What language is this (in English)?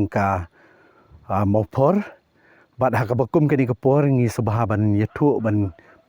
Khasi